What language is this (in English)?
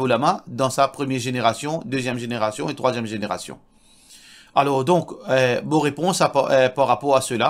Morisyen